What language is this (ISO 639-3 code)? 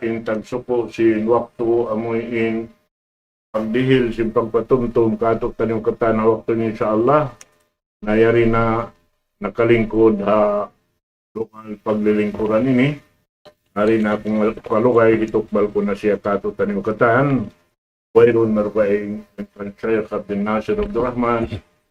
tsg